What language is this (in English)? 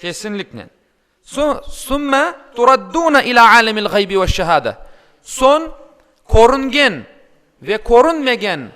Crimean Tatar